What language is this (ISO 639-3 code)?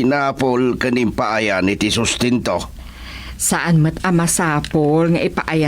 ilo